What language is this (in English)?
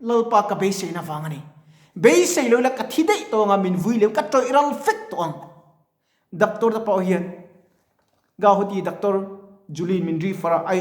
Mizo